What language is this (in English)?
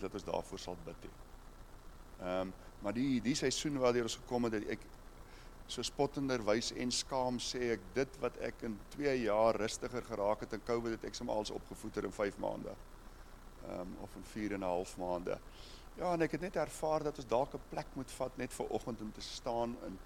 Afrikaans